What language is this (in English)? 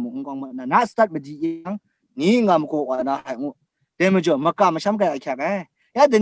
Kachin